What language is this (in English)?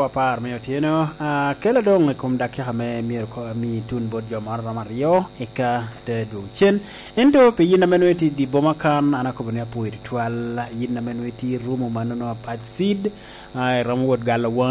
Lango (Uganda)